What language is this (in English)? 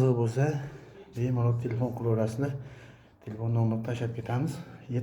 Uzbek